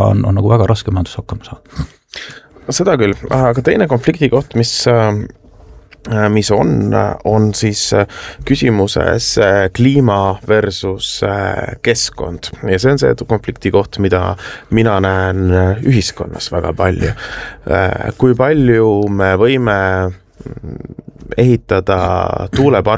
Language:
Estonian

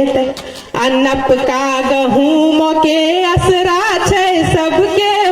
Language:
Angika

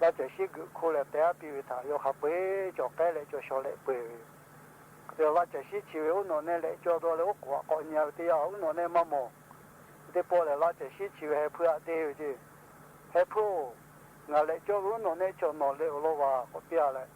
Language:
Lahu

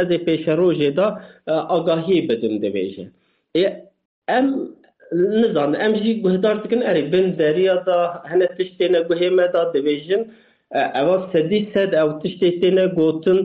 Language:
Kurdish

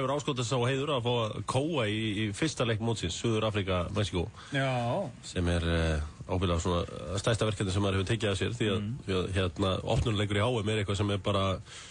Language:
Icelandic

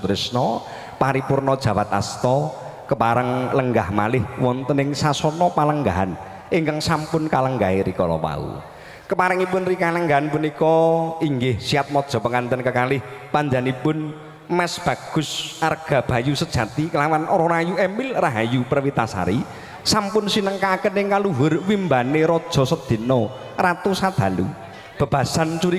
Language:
Javanese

